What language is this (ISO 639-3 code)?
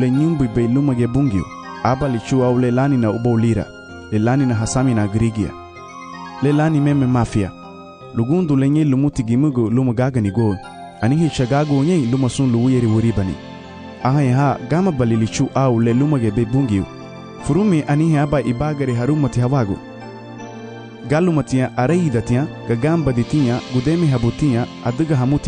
cab